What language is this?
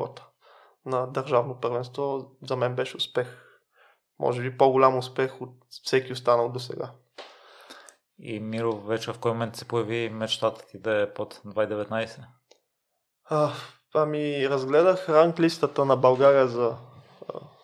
Bulgarian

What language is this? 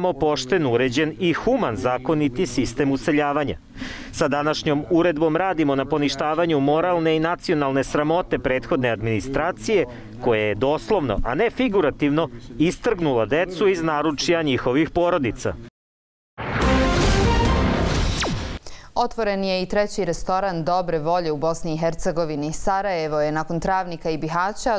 Bosnian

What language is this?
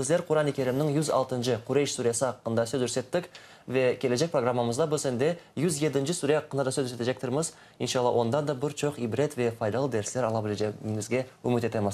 Crimean Tatar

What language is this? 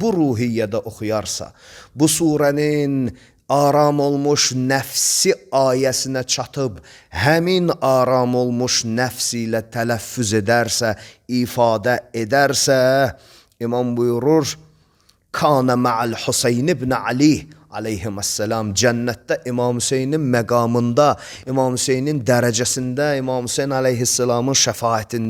Azerbaijani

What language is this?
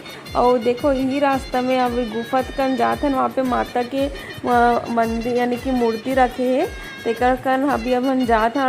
Chhattisgarhi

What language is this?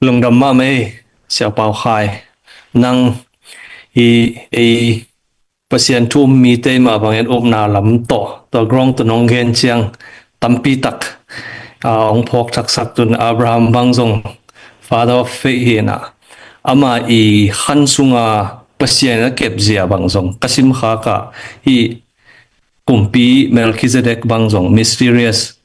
Tedim Chin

